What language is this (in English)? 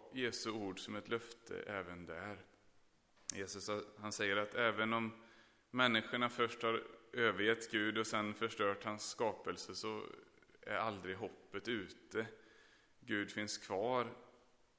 Swedish